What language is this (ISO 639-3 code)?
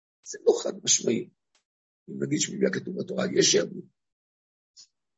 heb